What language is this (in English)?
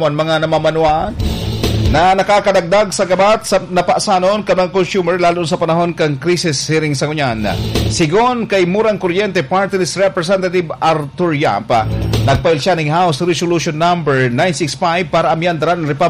Bikol